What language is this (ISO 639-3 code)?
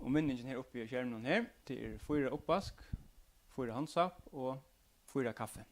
fao